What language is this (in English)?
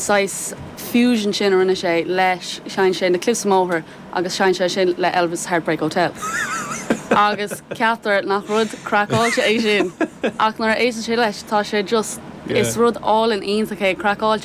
Irish